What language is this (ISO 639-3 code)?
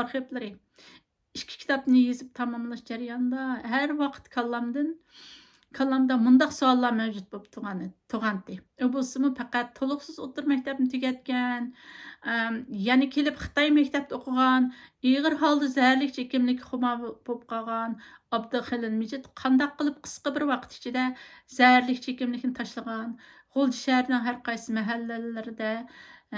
uig